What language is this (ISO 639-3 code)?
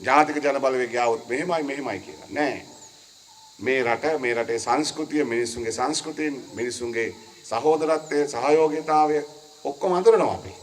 sin